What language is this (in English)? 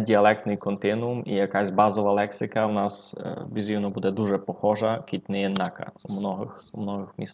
Rusyn